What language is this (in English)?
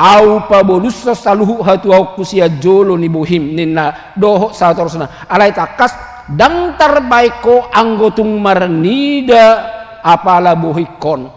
Batak Toba